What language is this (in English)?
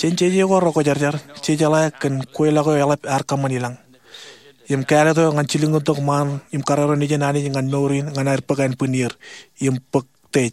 Marshallese